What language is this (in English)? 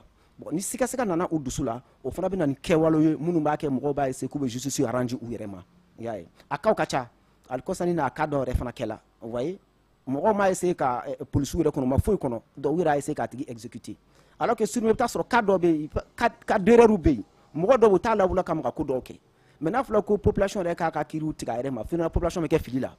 Bambara